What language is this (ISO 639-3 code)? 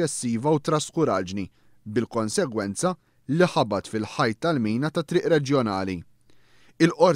mlt